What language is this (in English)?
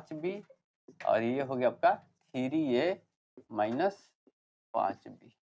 Bhojpuri